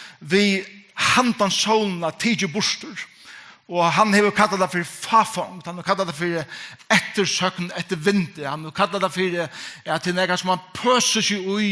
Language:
Faroese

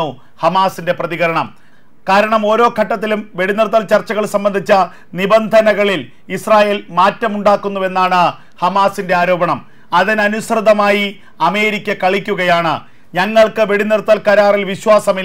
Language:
Malayalam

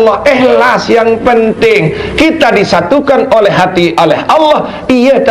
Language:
Sasak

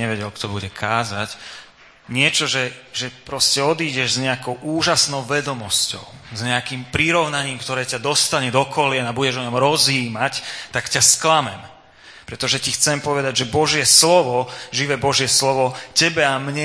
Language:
Slovak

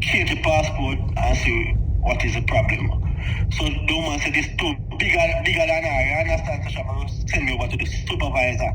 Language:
Jamaican Creole English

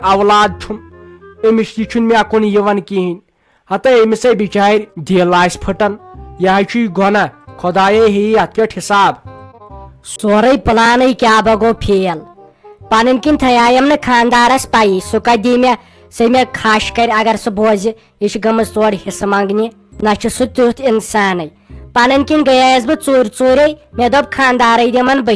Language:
Kashmiri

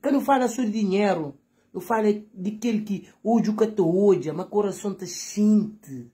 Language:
Kabuverdianu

